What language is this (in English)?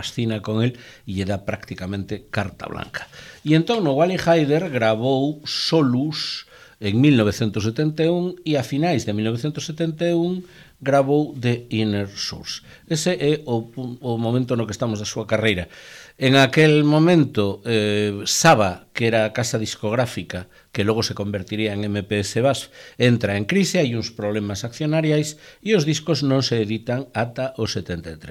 Galician